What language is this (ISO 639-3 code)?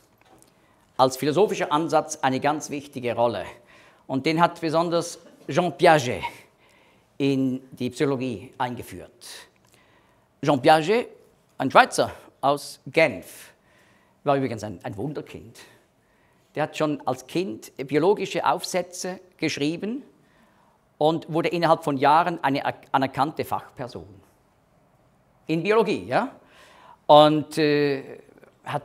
deu